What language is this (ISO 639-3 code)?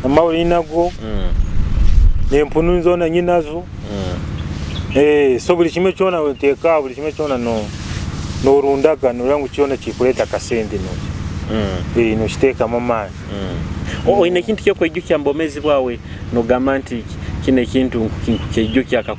nyo